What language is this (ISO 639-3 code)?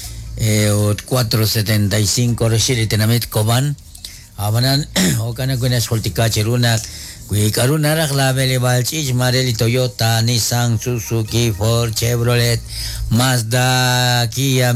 kek